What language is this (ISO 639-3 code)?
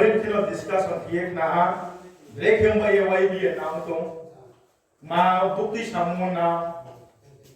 ria